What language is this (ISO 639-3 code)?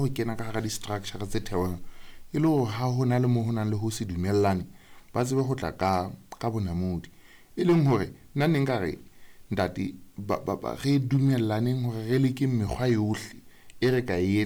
sot